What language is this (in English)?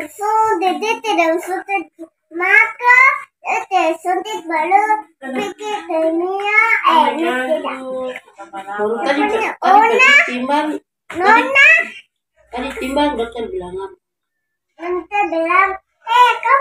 Papuan Malay